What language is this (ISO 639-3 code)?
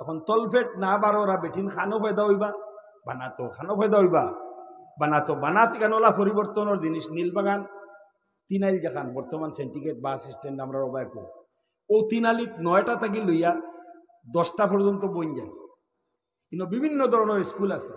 syl